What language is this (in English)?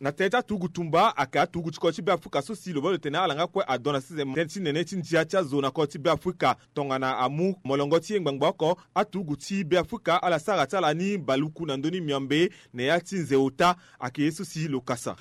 Sango